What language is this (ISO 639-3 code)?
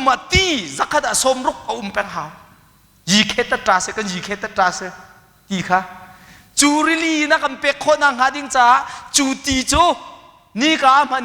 cnh